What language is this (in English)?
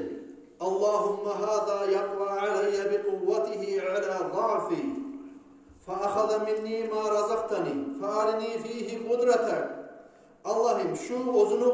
Kumyk